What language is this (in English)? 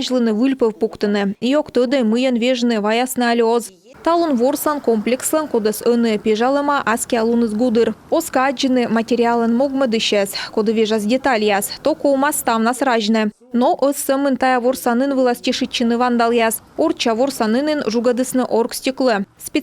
Komi